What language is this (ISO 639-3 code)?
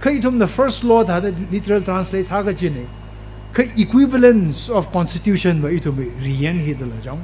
nmf